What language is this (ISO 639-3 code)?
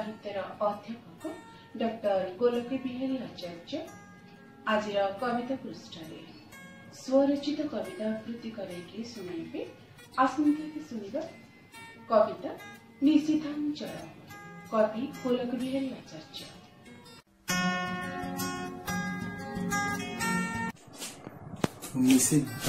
ori